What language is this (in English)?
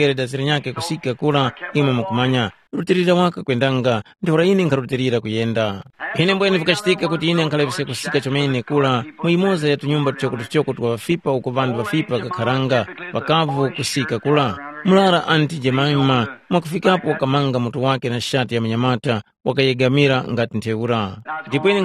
Tumbuka